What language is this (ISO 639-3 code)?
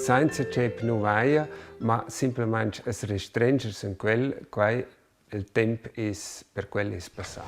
roh